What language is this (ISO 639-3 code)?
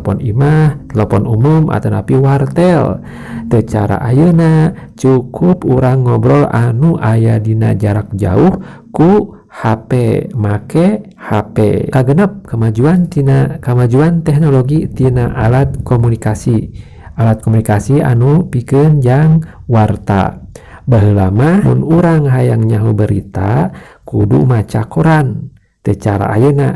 sun